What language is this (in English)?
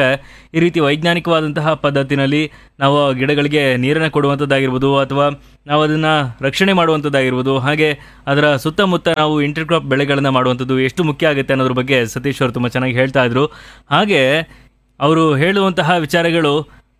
Kannada